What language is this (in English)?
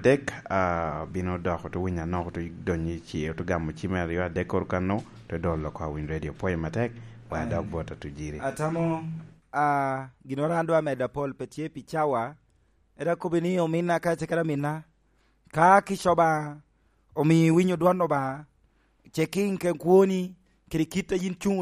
Lango (Uganda)